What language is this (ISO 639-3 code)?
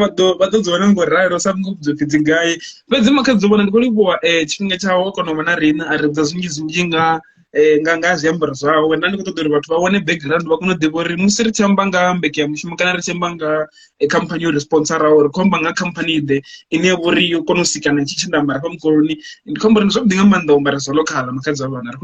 ven